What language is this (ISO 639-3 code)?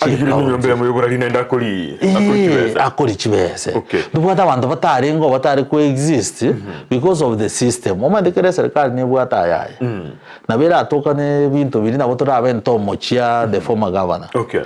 guz